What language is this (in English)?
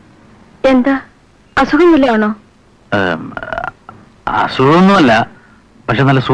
Malayalam